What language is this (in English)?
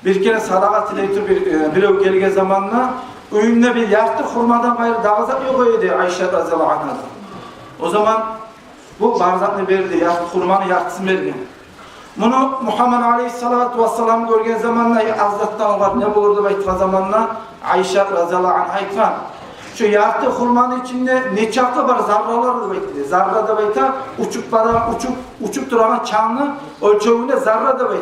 Kumyk